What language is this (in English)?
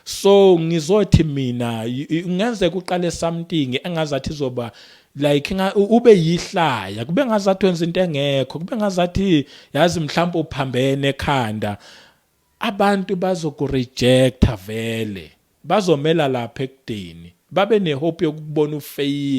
Zulu